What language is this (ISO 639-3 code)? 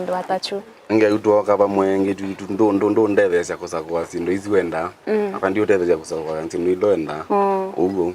kam